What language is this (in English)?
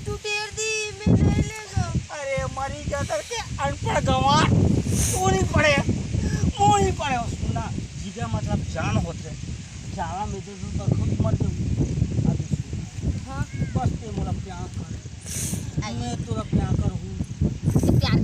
Chhattisgarhi